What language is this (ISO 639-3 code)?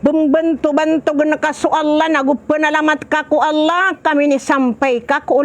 mrw